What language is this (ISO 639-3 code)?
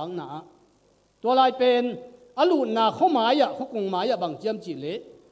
ctd